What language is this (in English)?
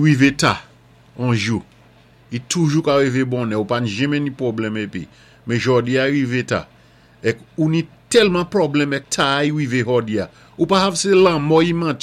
Saint Lucian Creole French